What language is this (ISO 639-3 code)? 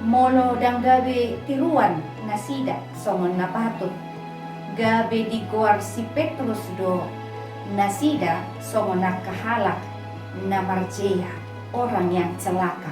bbc